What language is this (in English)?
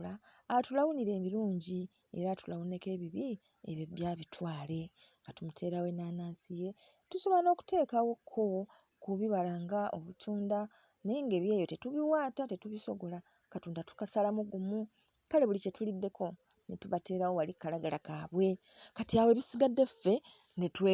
Ganda